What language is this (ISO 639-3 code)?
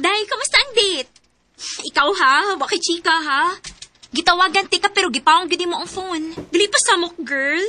ceb